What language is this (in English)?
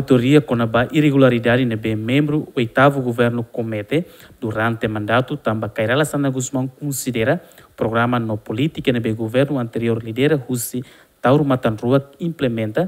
Tetum